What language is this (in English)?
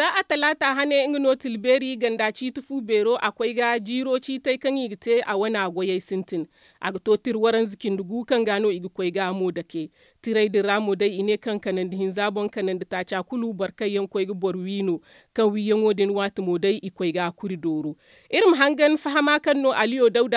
Zarma